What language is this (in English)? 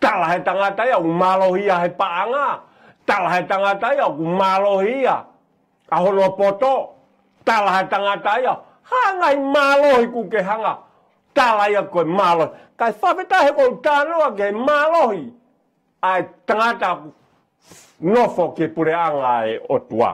Tongan